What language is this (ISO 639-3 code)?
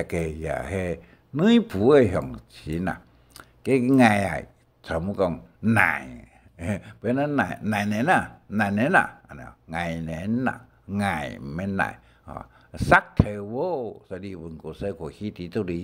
hak